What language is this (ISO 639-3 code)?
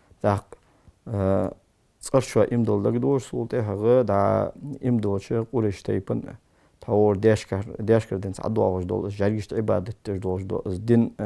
inh